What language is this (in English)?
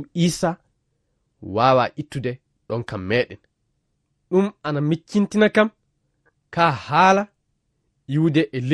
Fula